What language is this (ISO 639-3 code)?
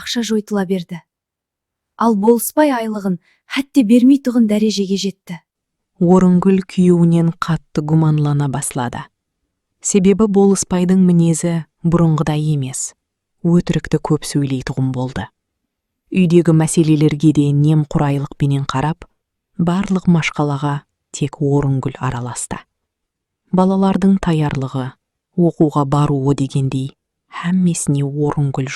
kaa